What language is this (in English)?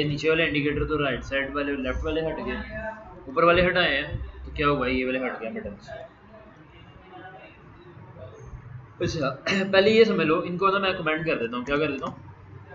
Hindi